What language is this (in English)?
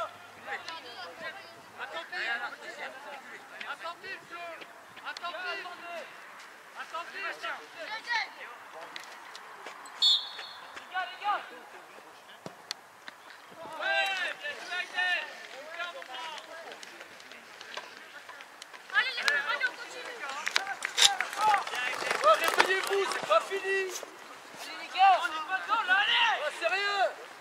French